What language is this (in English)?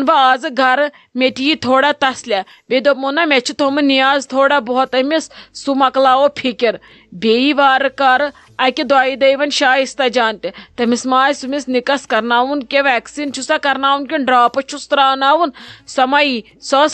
Kashmiri